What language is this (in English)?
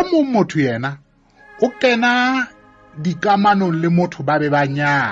Southern Sotho